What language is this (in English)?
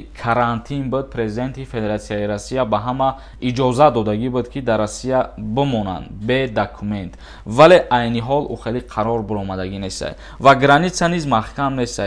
Tajik